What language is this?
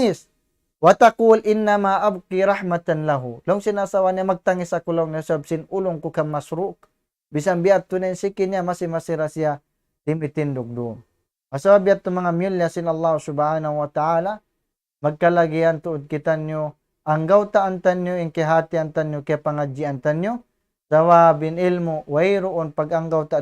Tausug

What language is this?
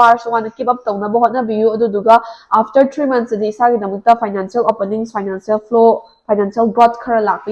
Manipuri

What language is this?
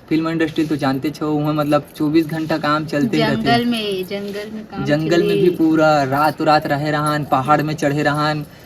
Chhattisgarhi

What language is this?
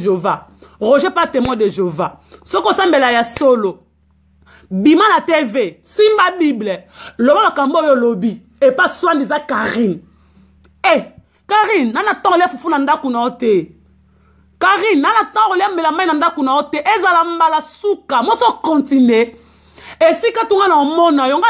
Lingala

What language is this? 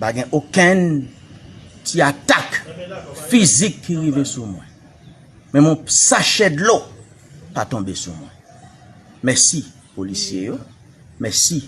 Haitian Creole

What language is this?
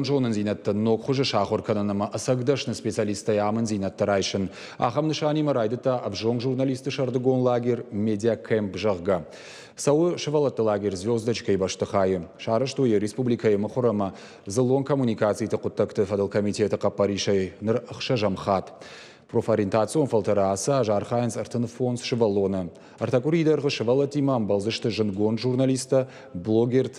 Ossetic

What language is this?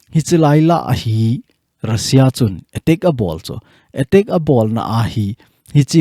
Thado Chin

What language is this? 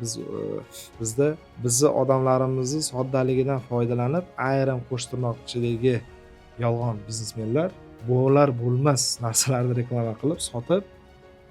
Uzbek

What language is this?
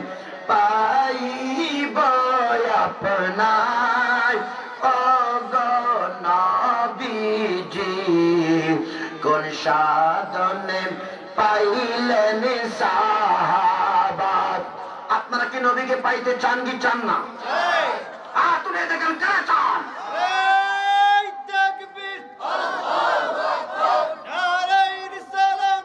Bangla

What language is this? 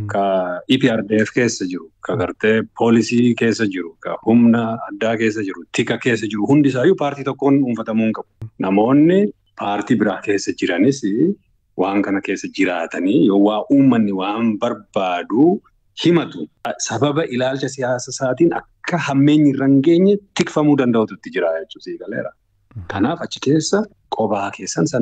Oromo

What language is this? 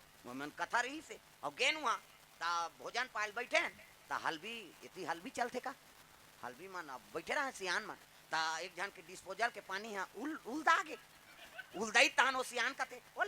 Chhattisgarhi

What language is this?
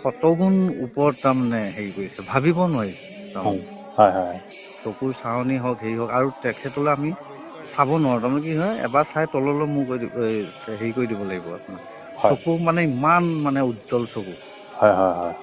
Assamese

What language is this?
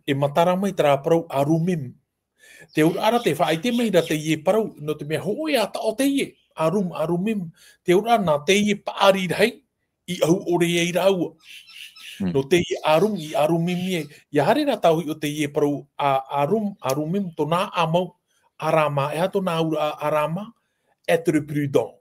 Tahitian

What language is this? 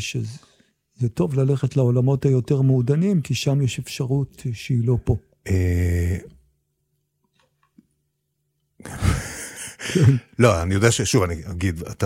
Hebrew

